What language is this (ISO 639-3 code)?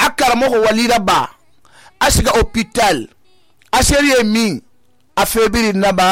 sus